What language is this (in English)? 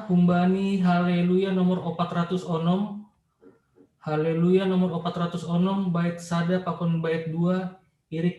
Batak Simalungun